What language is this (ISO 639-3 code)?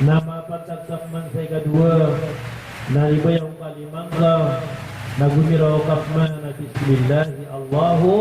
mrw